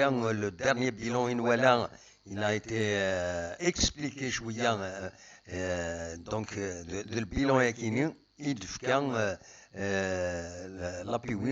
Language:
Kabyle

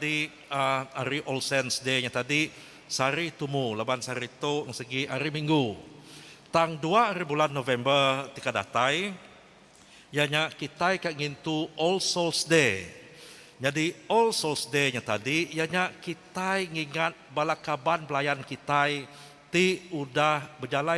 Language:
Iban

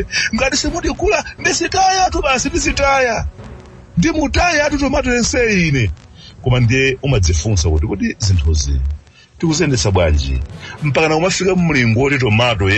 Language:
Nyanja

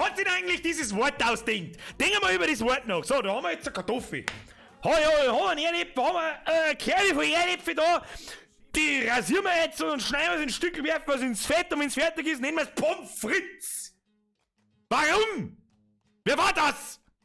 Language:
Bavarian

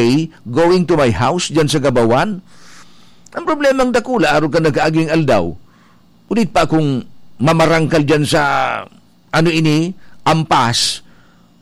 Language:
Bikol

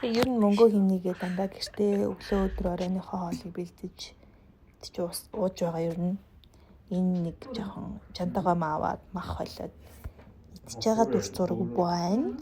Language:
Mongolian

